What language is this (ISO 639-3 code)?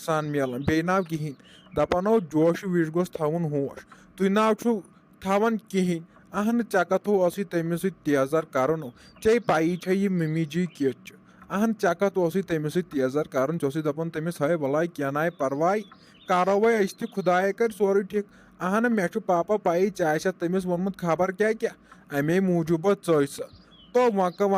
kas